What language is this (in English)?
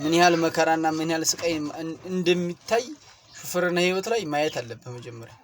Amharic